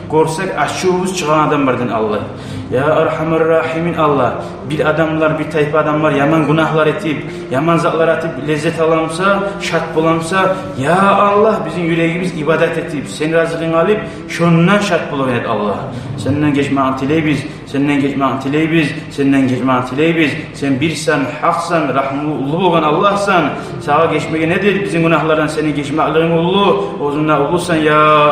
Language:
Kumyk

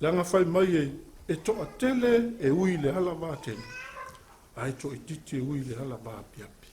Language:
Samoan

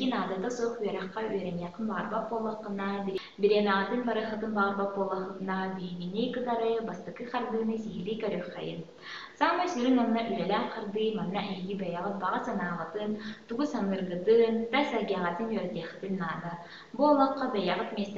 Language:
Yakut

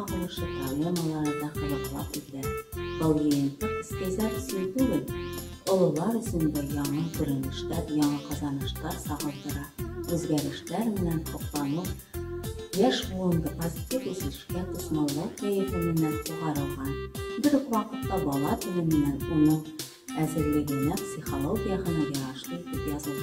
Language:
Bashkir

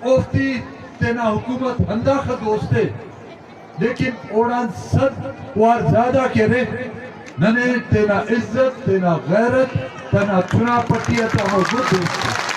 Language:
Brahui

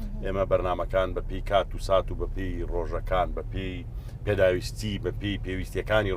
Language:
Central Kurdish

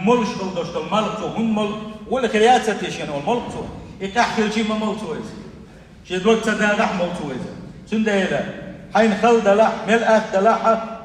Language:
Chechen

